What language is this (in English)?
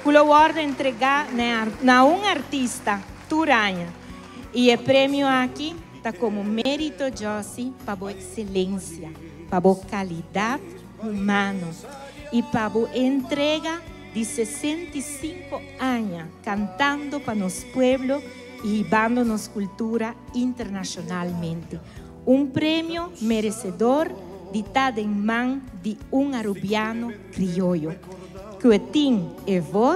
Papiamento